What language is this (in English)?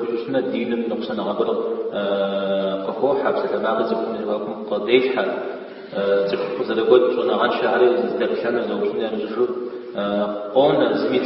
Kabardian